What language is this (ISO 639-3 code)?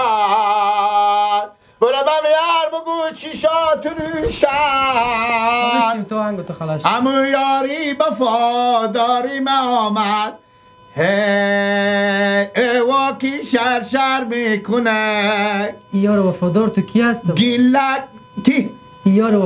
fas